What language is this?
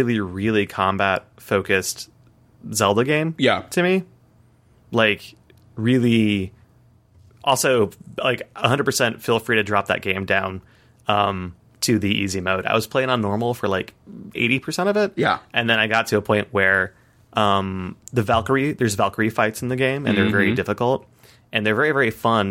English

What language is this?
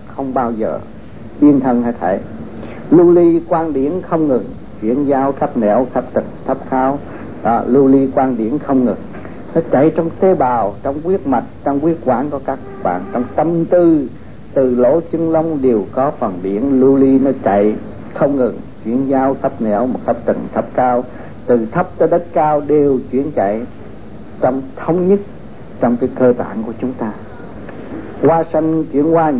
Vietnamese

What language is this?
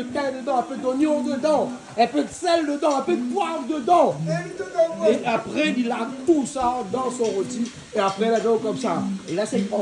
Réunion Creole French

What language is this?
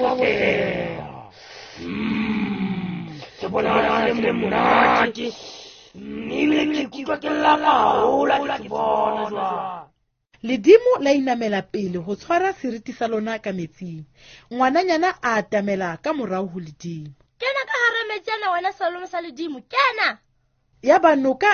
Southern Sotho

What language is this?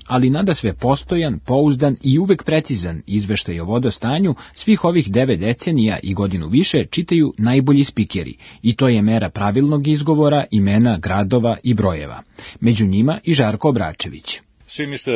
Serbian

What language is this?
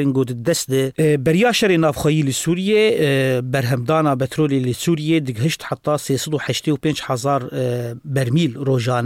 Kurdish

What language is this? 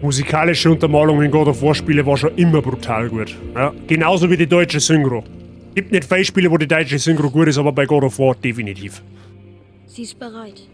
Bavarian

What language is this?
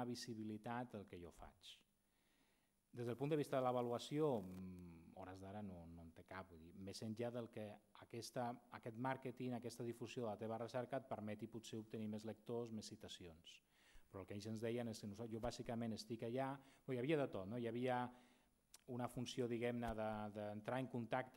Catalan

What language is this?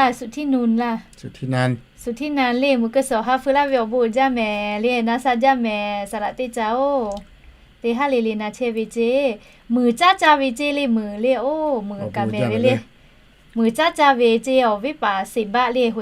Lahu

